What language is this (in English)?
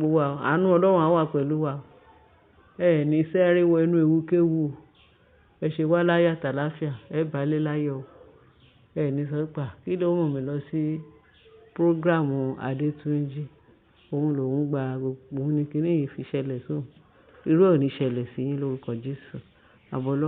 Yoruba